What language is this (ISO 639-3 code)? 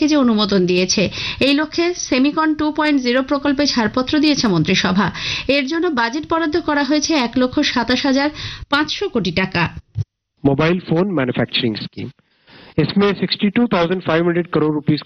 ben